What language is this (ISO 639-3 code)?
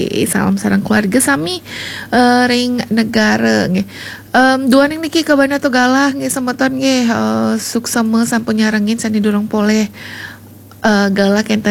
ban